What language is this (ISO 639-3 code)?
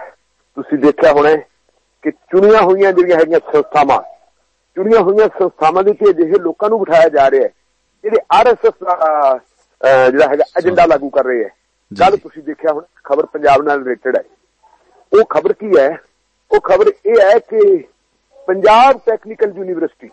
pan